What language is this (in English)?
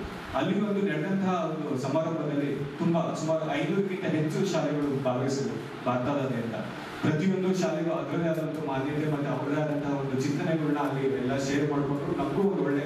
Kannada